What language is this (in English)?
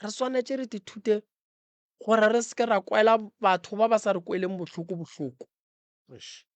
Northern Sotho